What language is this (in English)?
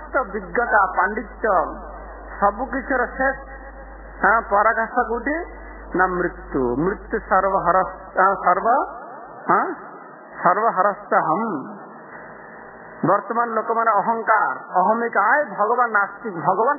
Odia